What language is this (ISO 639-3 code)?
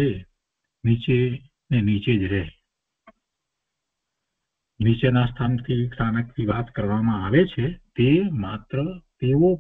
guj